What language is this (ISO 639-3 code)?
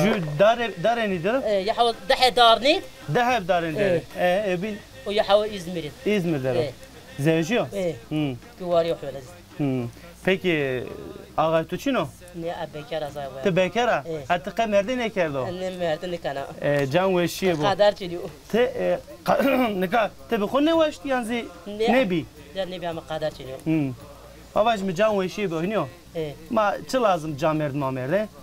zza